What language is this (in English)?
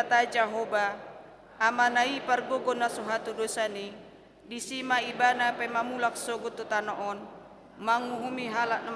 Batak Toba